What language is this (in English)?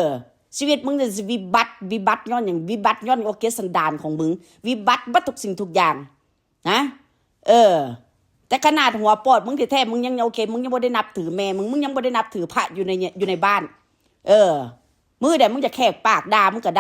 Northeastern Thai